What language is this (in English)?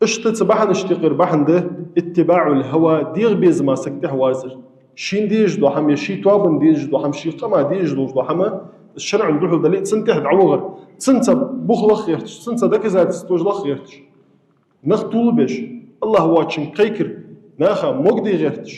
Ingush